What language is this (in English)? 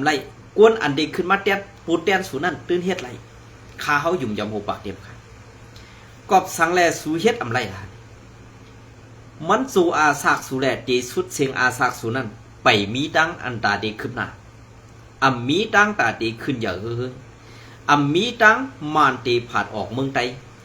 Shan